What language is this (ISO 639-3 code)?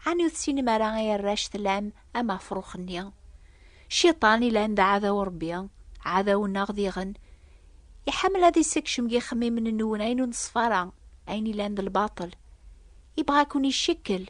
kab